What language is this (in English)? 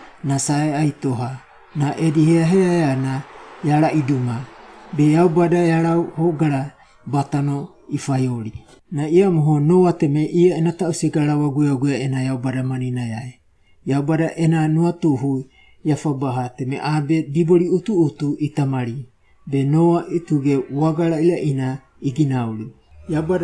Wagawaga